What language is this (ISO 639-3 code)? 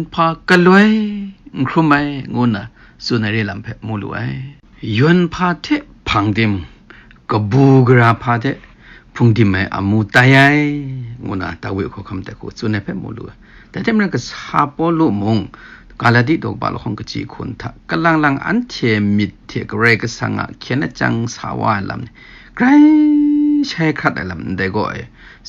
kac